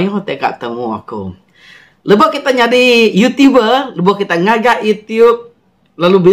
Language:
Iban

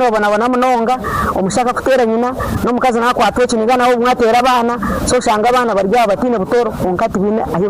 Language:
Nyankole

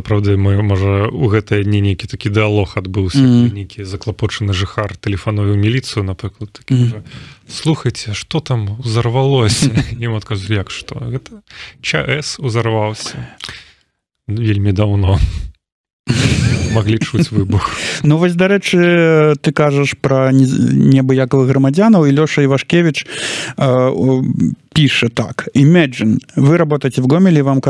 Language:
Belarusian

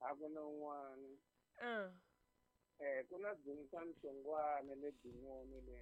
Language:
Tsonga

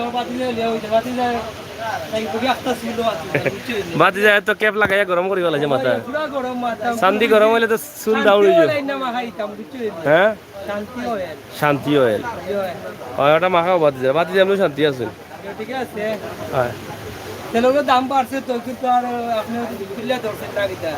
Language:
Sylheti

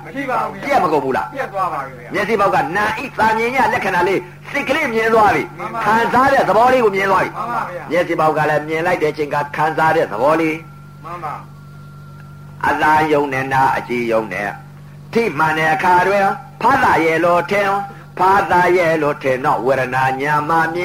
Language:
Burmese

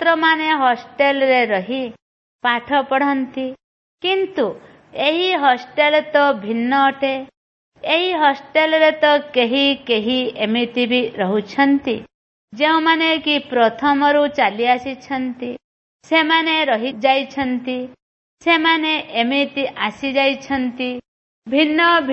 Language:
Odia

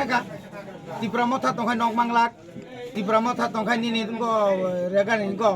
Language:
Kok Borok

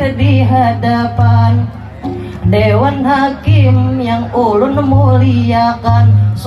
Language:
Banjar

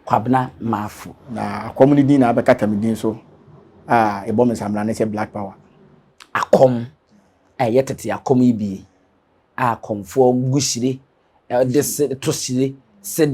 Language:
Akan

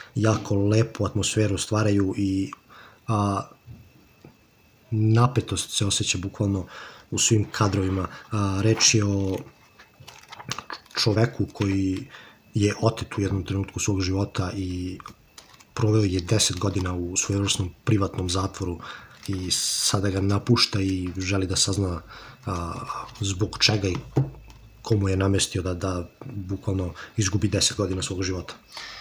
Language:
Serbian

